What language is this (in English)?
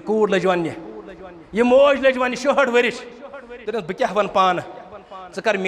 Kashmiri